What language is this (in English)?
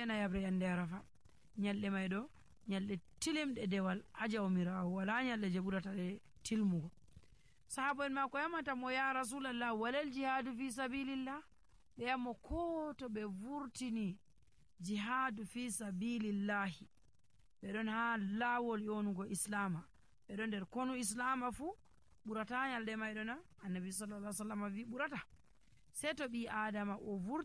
Nigerian Fulfulde